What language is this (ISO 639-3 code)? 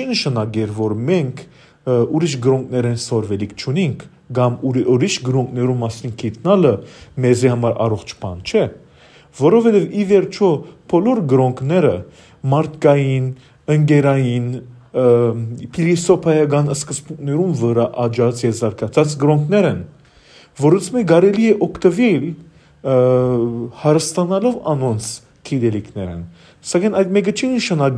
hyw